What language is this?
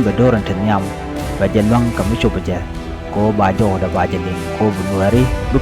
Nuer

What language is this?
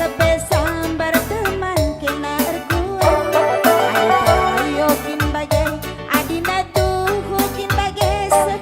Batak Karo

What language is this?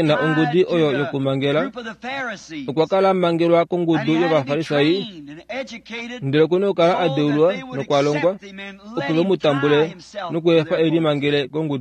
Kuanyama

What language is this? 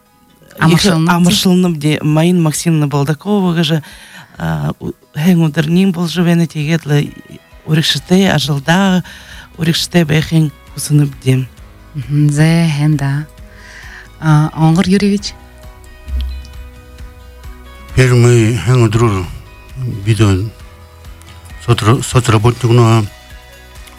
Buriat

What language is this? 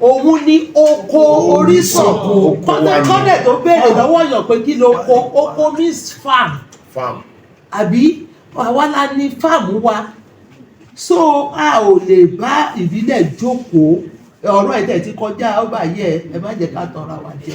Yoruba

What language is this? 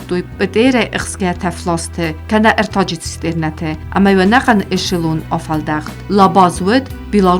Ossetic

